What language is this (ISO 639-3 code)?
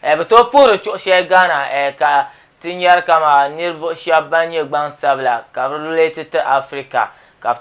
dag